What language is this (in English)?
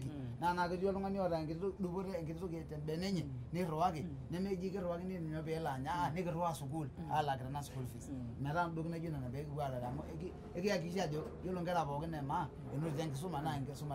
Masai